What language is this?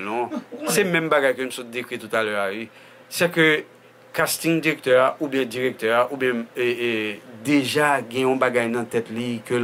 Haitian Creole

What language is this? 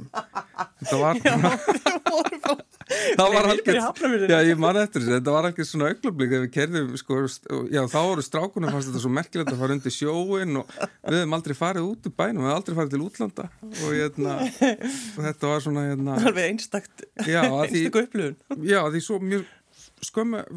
Icelandic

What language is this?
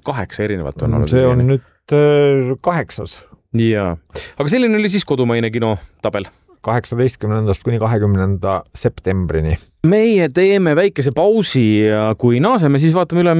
Estonian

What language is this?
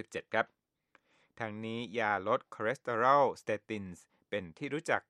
Thai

